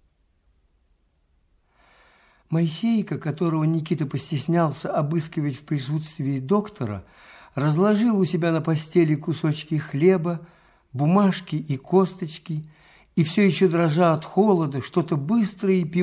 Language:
Russian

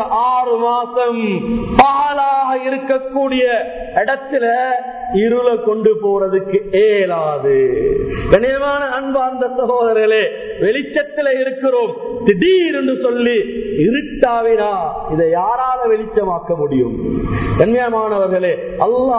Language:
Tamil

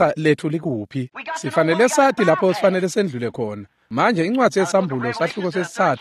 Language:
Swati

